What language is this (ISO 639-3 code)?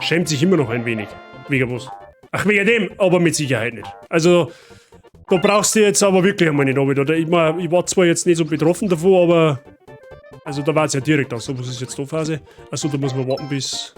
bar